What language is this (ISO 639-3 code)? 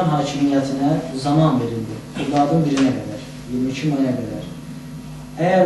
azb